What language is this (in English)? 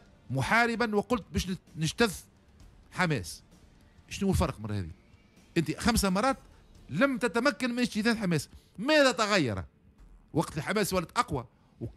Tunisian Arabic